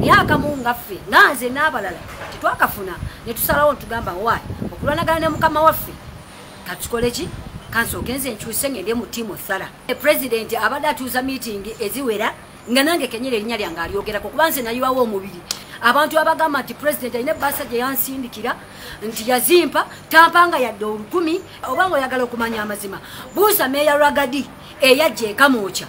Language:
Ganda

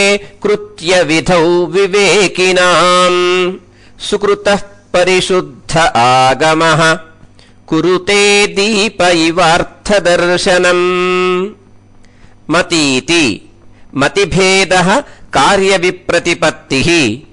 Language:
Sanskrit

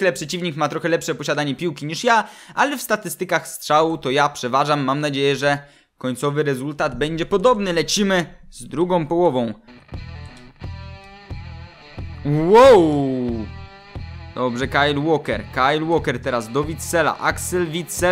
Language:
Polish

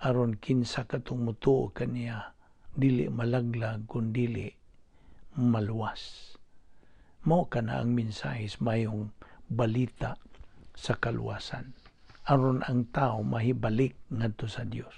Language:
Cebuano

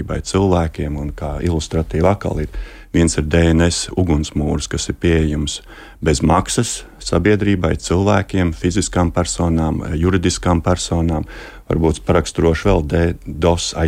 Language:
Latvian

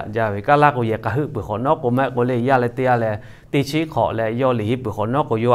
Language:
Lahu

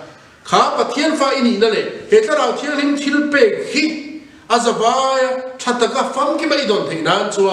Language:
Mizo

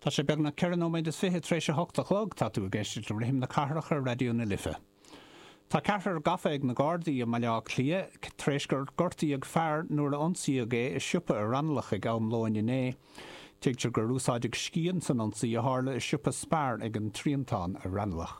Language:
Irish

